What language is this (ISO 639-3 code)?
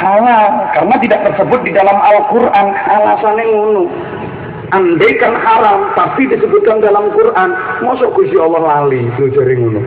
jav